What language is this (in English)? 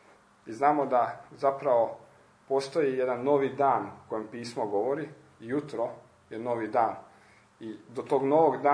Croatian